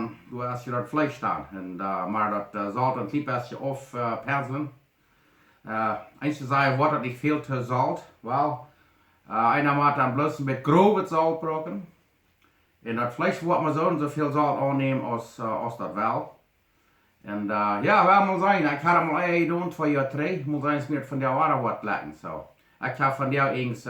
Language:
Plautdietsch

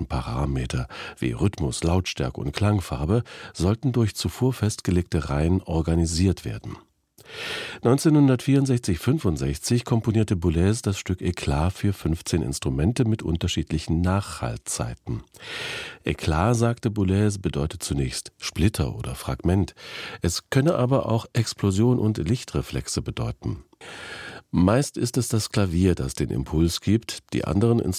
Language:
German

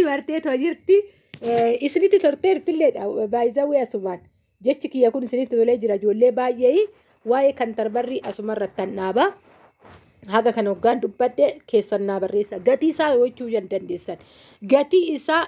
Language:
Oromo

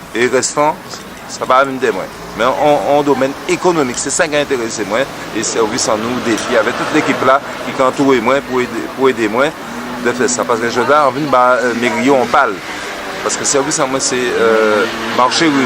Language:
Guadeloupean Creole French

